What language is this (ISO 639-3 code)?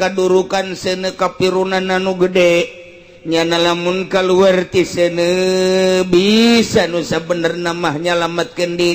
sun